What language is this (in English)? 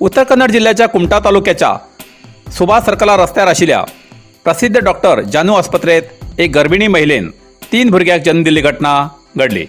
Konkani